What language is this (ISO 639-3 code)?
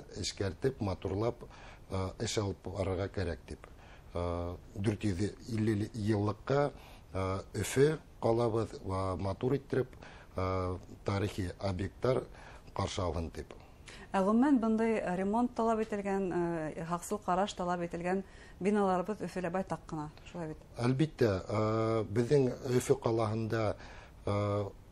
bak